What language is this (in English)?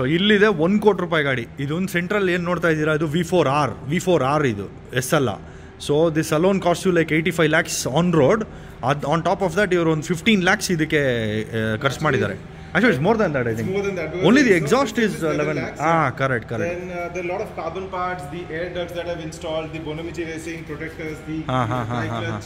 Kannada